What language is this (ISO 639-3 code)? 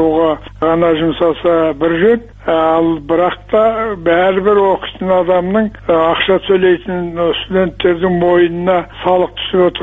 kaz